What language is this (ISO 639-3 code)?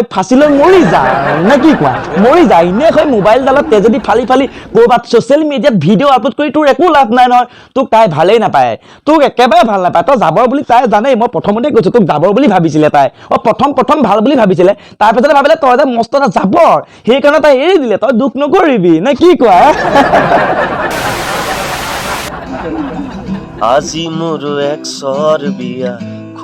asm